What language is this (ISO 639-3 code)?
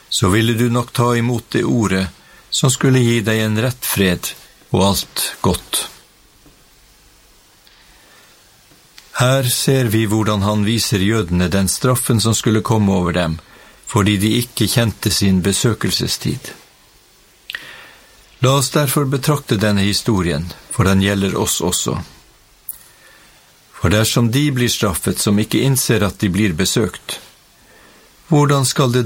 nor